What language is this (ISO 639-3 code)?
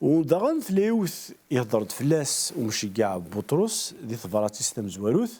kab